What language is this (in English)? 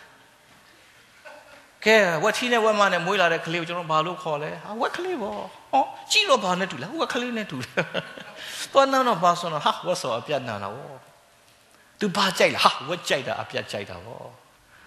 Burmese